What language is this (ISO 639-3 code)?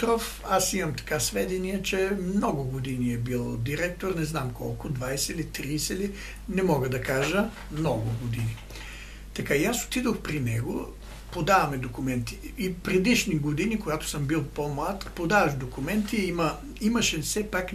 bul